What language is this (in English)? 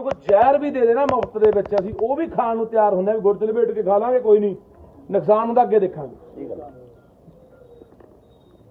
Punjabi